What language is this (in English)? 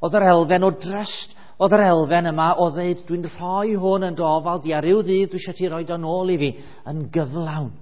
Welsh